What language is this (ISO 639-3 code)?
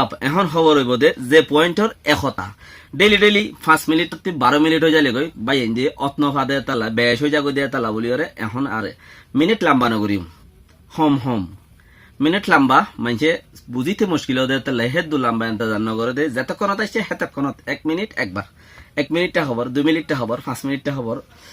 rhg